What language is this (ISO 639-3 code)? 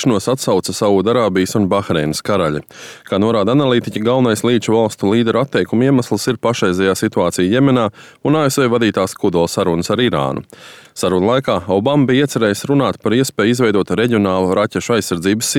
lav